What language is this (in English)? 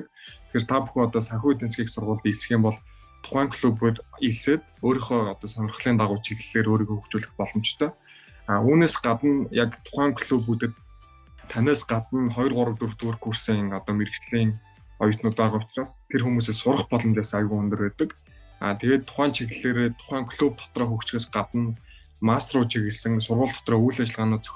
Mongolian